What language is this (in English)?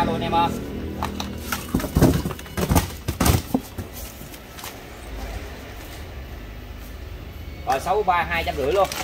Vietnamese